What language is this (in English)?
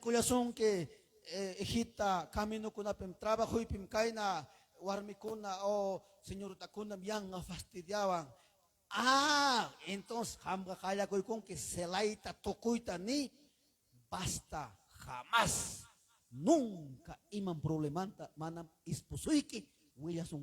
Ayacucho Quechua